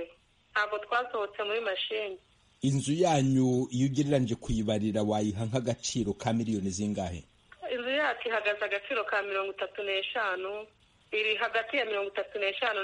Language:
Kinyarwanda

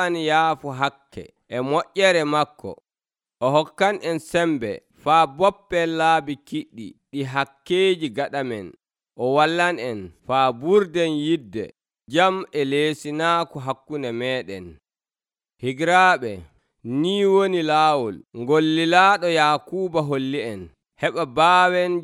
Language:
Nigerian Fulfulde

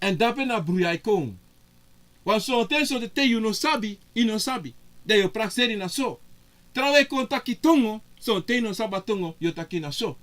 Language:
Sranan Tongo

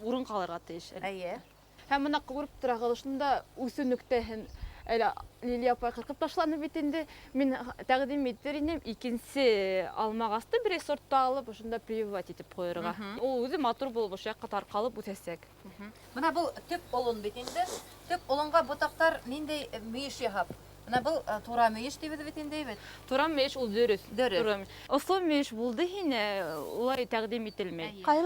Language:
Bashkir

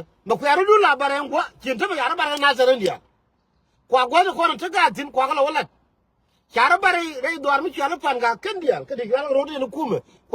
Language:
Nuer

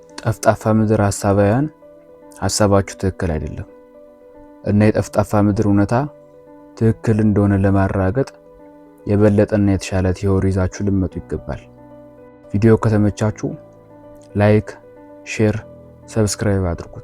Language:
Amharic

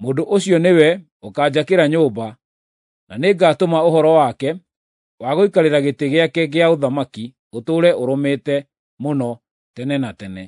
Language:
Kikuyu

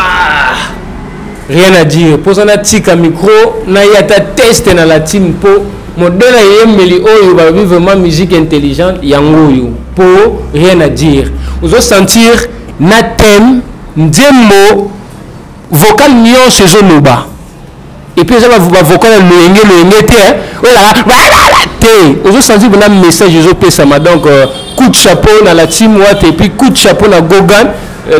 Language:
Lingala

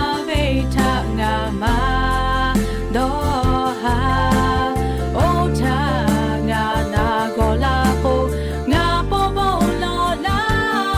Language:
Lahu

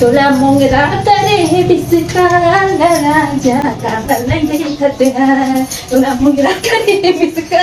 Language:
Chhattisgarhi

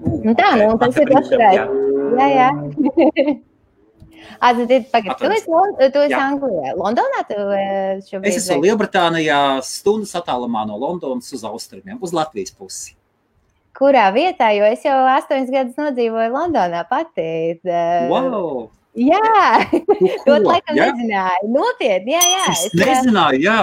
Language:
Latvian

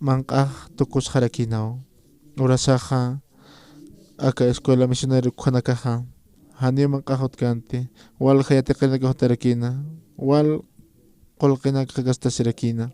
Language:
Aymara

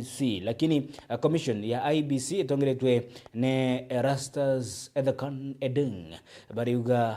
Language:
Meru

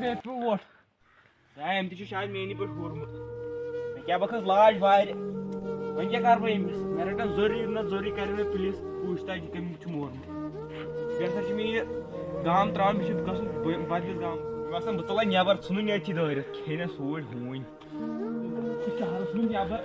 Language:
Kashmiri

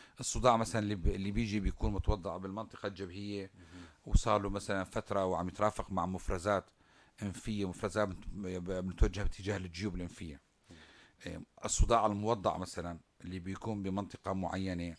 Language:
North Levantine Arabic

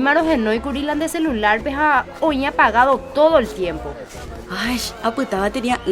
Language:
Guarani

